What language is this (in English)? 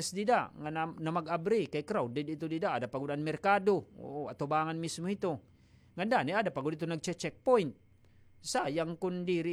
Waray